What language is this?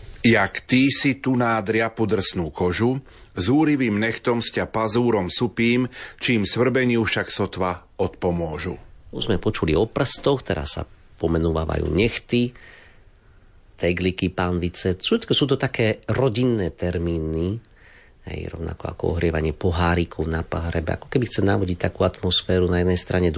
Slovak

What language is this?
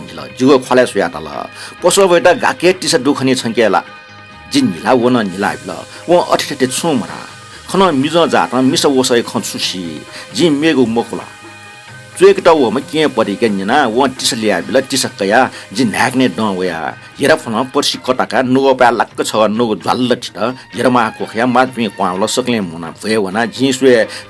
Newari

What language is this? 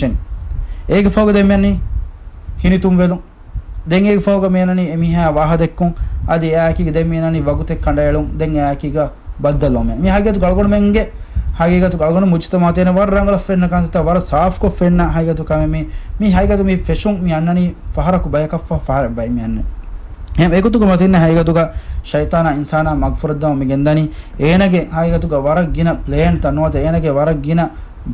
Divehi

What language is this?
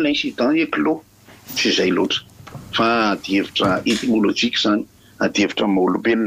Malagasy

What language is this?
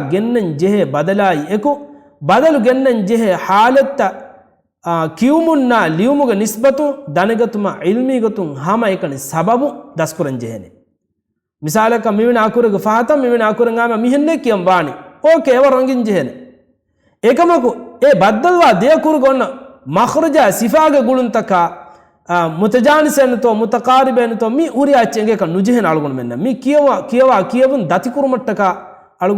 Divehi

